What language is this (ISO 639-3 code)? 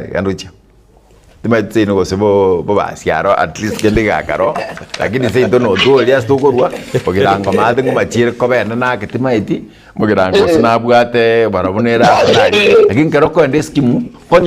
guz